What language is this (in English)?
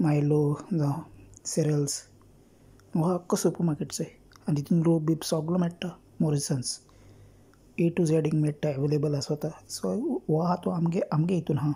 Konkani